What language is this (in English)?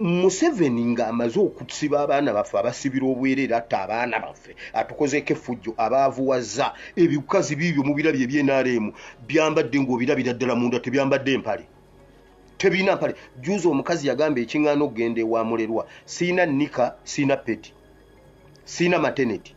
Ganda